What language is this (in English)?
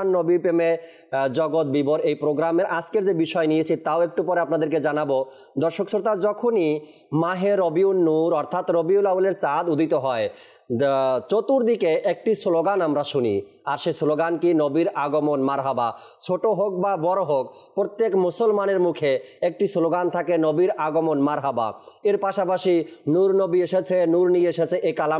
Bangla